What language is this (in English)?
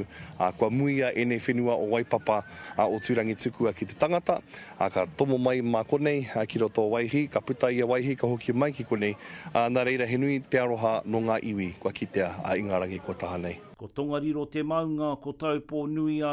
Māori